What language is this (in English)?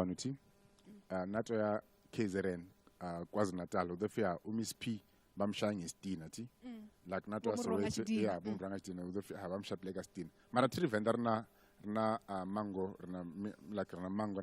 Venda